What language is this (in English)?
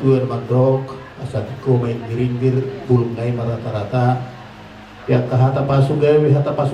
Batak Toba